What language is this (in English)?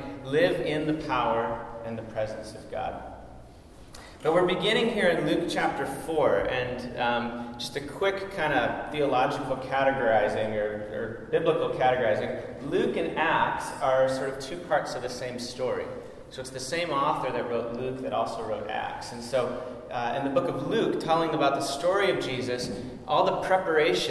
English